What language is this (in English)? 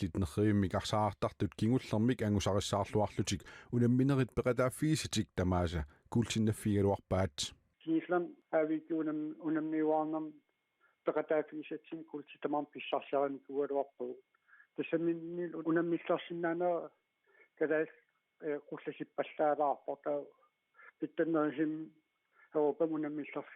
Kalaallisut